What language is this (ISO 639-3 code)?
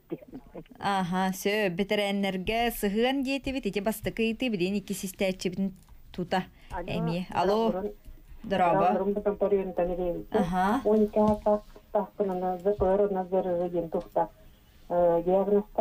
sah